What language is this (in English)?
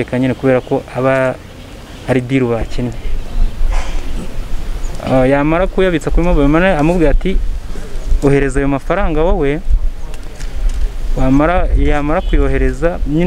Kinyarwanda